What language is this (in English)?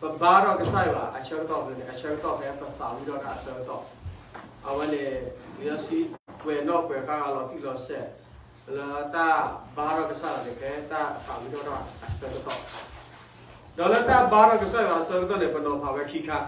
S'gaw Karen